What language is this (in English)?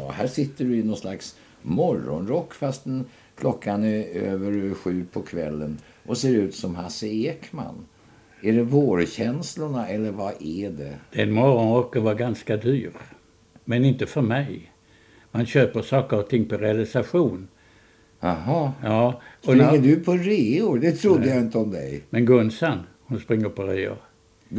Swedish